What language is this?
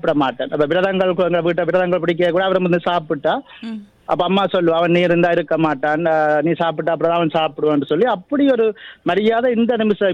Tamil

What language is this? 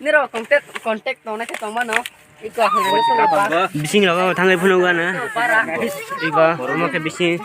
Kok Borok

